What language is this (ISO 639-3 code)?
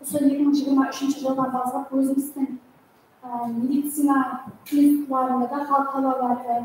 kaa